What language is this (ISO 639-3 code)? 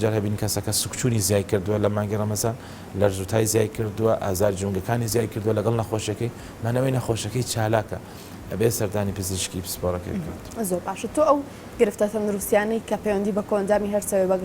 ckb